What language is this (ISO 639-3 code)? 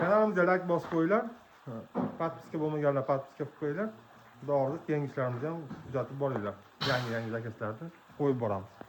uzb